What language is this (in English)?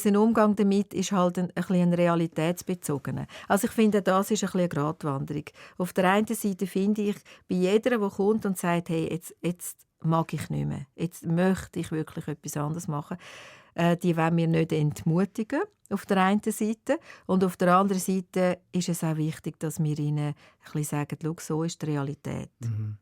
Swiss German